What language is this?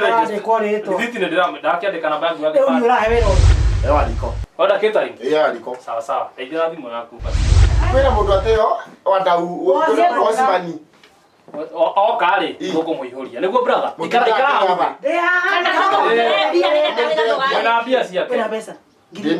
Kikuyu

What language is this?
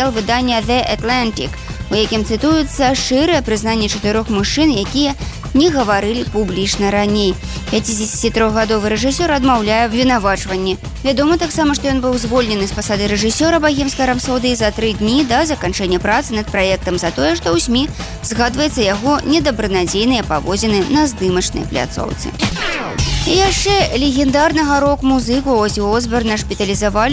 Belarusian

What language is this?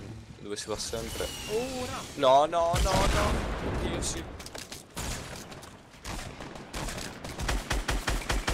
Italian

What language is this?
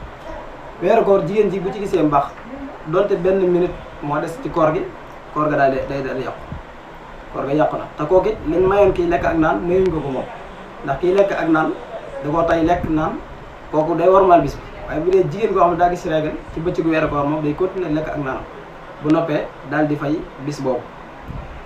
Wolof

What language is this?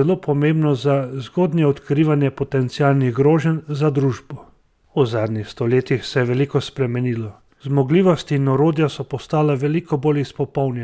Slovenian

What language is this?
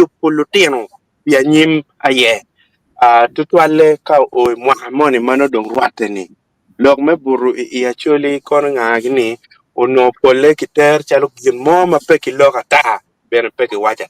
Acoli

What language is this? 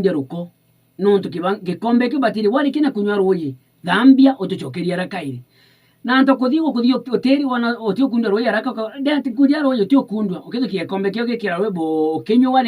Meru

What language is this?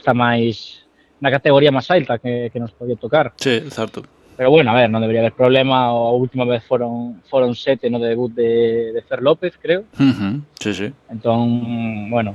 Galician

